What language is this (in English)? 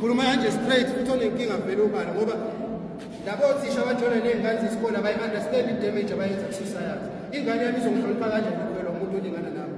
Zulu